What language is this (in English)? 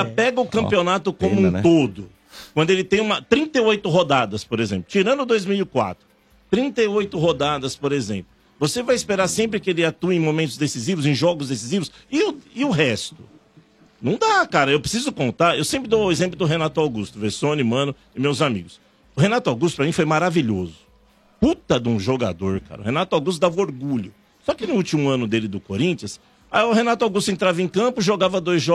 Portuguese